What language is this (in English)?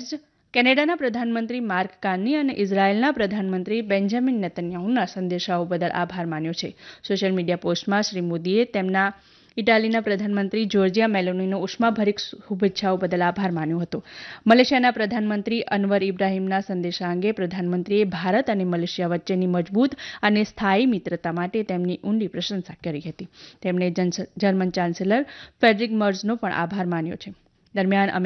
Gujarati